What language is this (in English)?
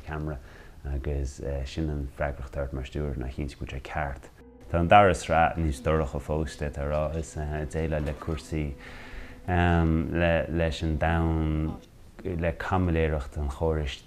Irish